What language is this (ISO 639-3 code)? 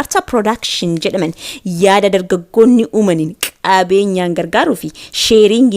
orm